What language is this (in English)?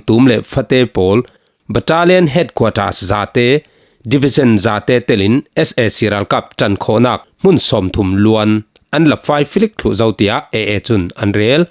Falam Chin